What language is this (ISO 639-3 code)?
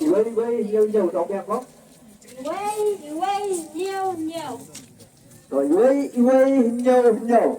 kha